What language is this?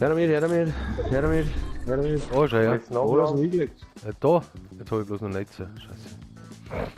Bavarian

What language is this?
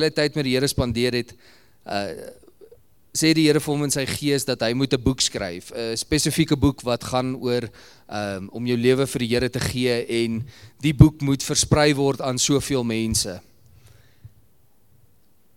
Afrikaans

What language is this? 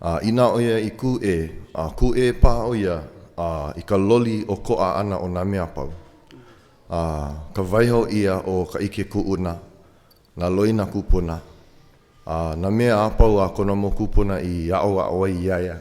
Hawaiian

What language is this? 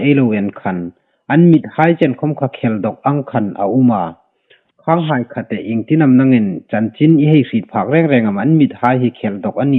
Hmar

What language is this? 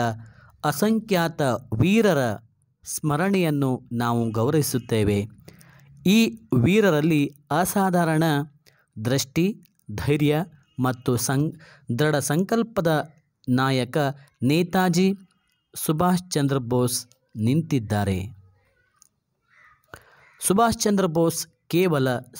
Kannada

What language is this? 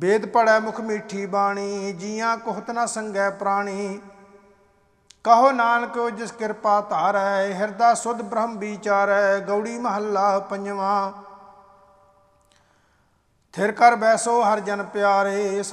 Punjabi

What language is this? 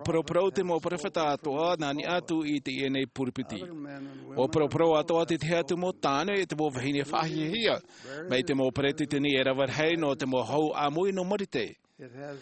Tahitian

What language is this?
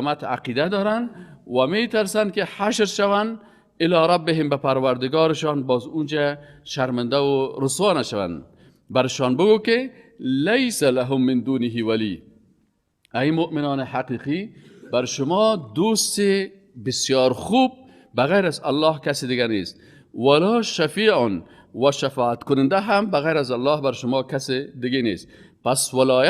Persian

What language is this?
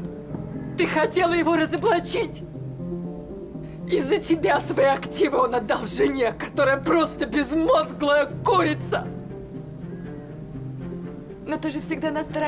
Russian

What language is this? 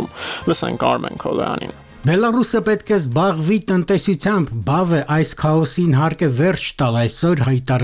Armenian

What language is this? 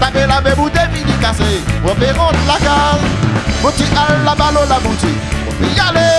Réunion Creole French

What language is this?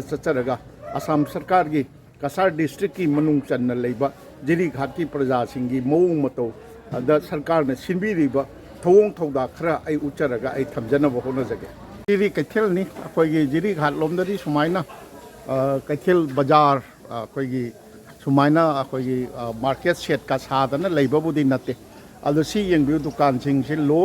Manipuri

